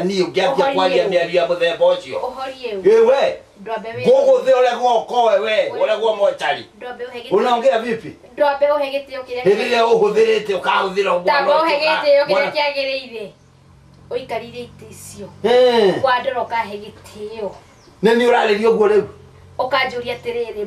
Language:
Kikuyu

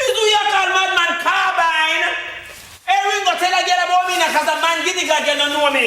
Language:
Jamaican Creole English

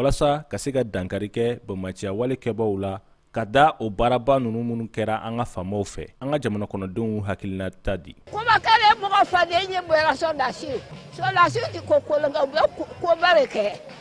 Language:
Bambara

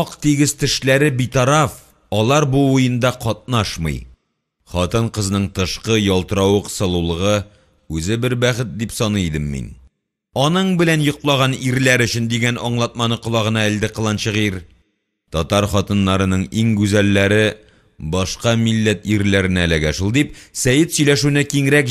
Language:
Tatar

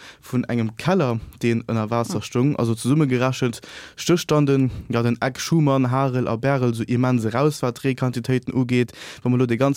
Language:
Luxembourgish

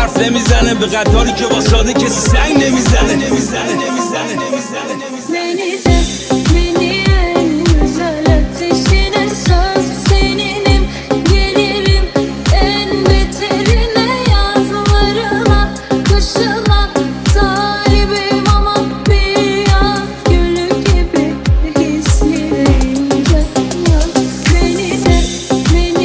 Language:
Persian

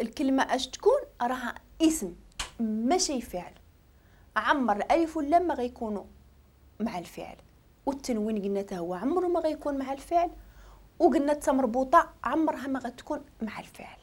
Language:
Moroccan Arabic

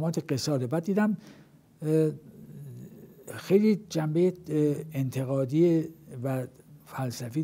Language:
Persian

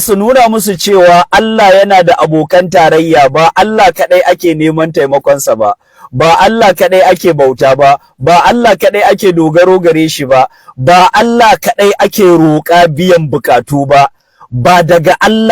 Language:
Hausa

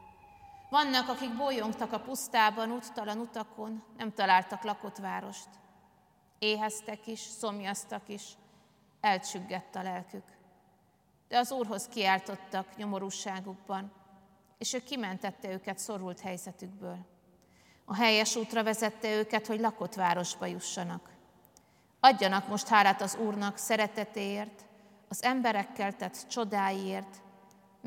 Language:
Hungarian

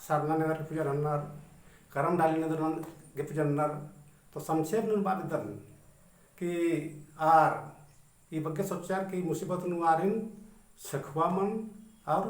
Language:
Kurukh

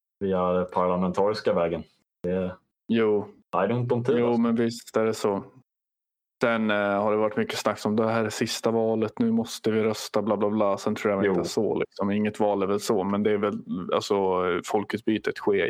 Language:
Swedish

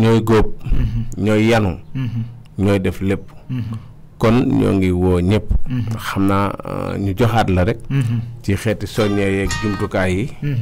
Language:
Wolof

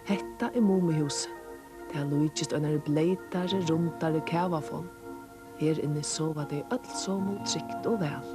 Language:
Faroese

